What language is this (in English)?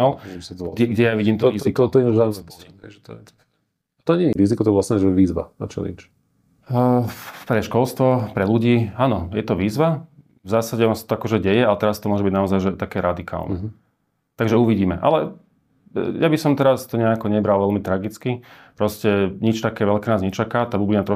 Slovak